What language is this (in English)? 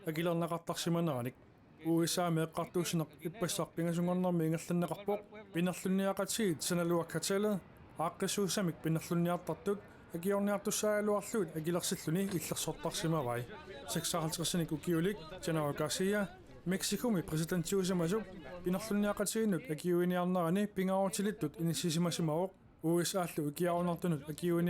Kalaallisut